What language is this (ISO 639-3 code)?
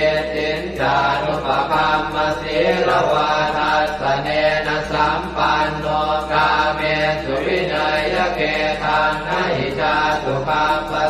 pli